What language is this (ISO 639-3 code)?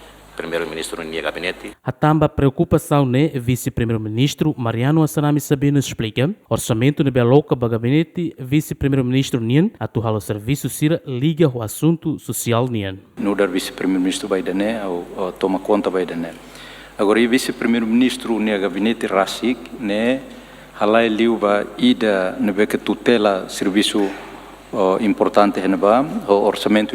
tet